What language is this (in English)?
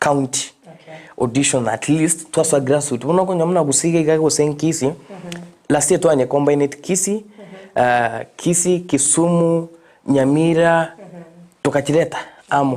Gusii